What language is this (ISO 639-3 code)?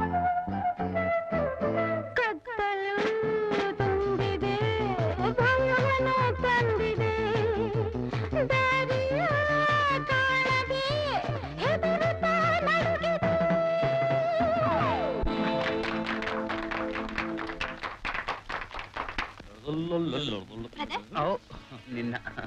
kan